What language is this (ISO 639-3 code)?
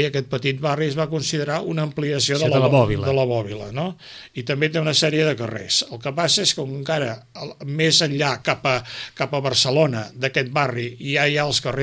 cat